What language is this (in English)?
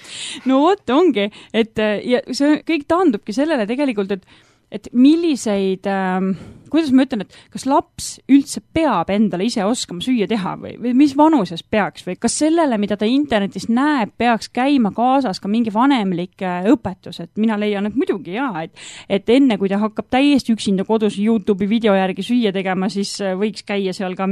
Estonian